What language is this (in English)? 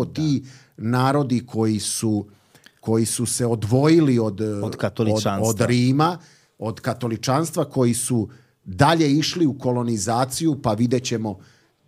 Serbian